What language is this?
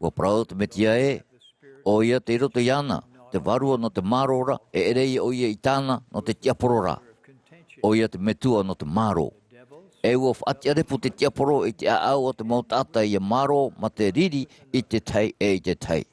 Tahitian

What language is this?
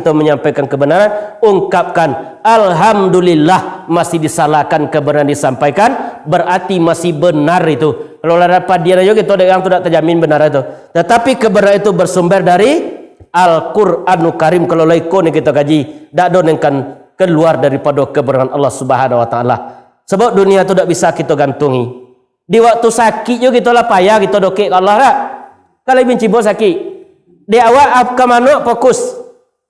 Minangkabau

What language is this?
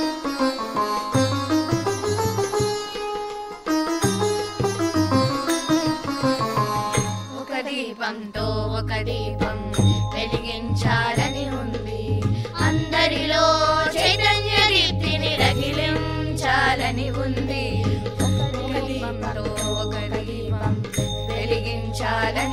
Telugu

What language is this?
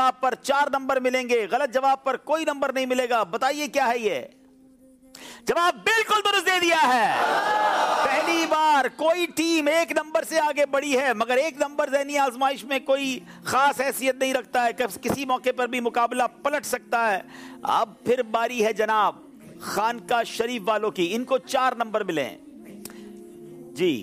Urdu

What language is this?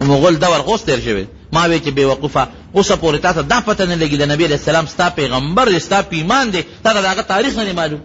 Pashto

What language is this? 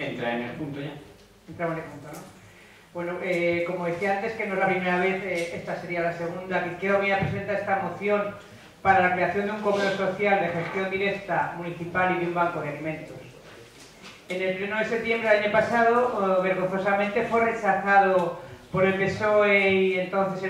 Spanish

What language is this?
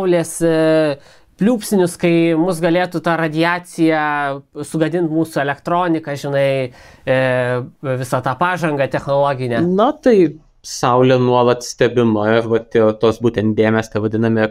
Lithuanian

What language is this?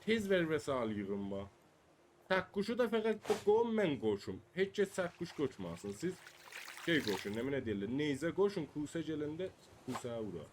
South Azerbaijani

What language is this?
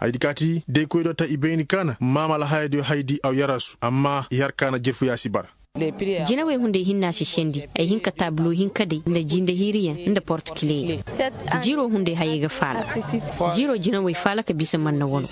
Koyraboro Senni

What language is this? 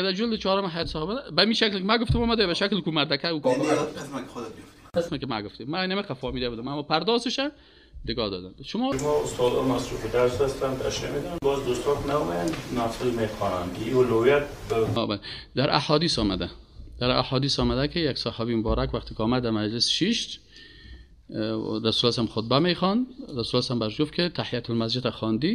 Persian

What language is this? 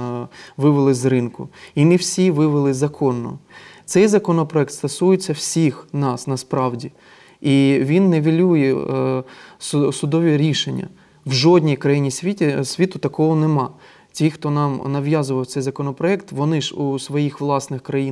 Ukrainian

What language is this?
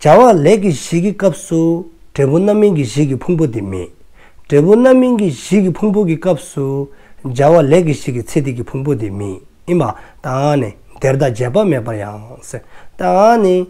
Dzongkha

